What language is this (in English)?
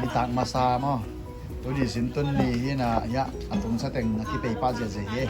Tedim Chin